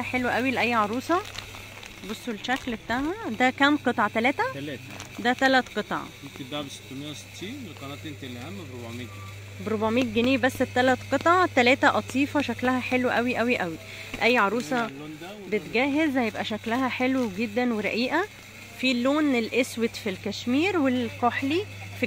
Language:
Egyptian Arabic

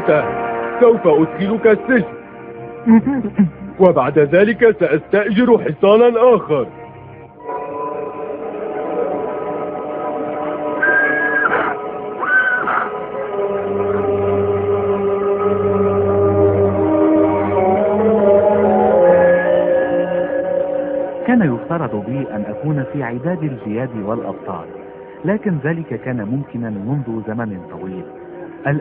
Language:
Arabic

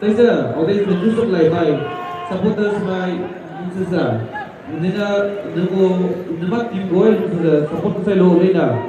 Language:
Maram Naga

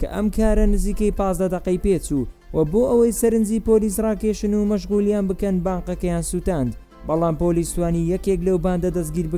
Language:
Central Kurdish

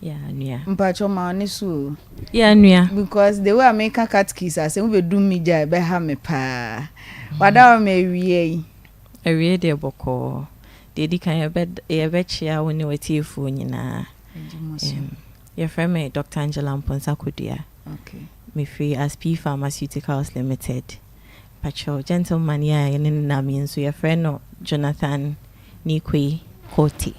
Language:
Akan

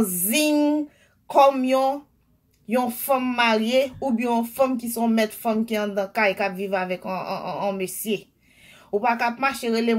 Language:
Haitian Creole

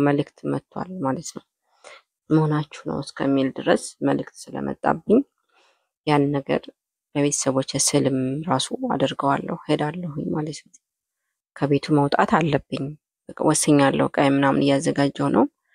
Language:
Amharic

